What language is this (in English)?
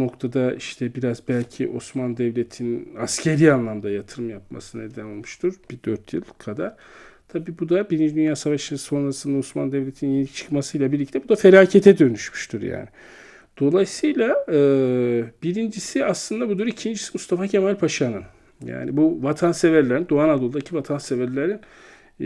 Turkish